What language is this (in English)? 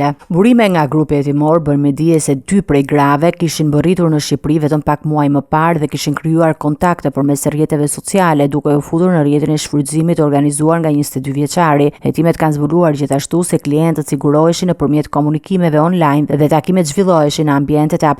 Albanian